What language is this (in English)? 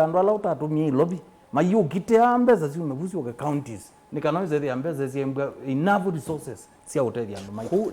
Kamba